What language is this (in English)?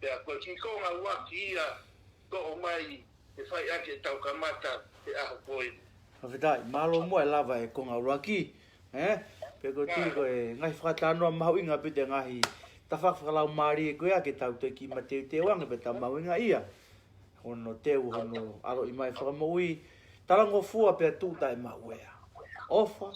Tongan